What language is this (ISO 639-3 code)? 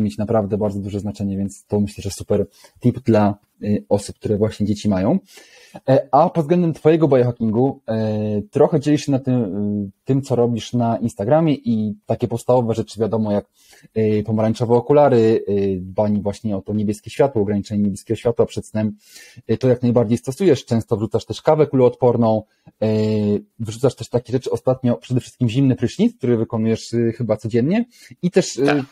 pol